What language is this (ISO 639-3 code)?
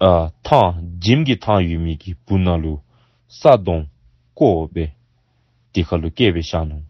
dzo